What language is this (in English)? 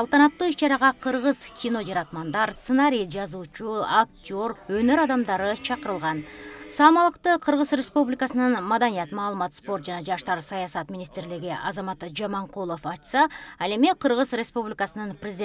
Kyrgyz